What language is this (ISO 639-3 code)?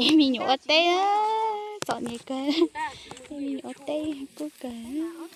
hmn